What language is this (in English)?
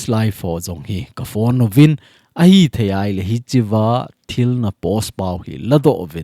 Thado Chin